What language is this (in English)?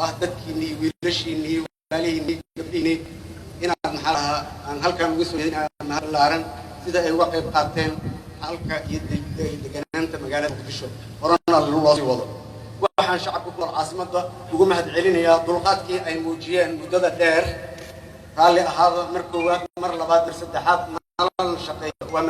Somali